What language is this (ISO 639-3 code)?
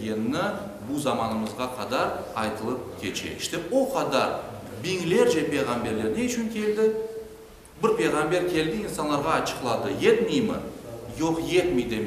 crh